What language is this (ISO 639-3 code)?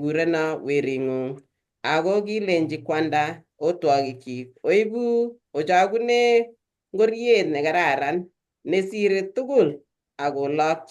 kln